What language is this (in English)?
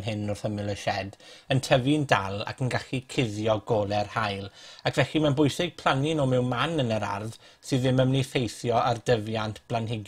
Welsh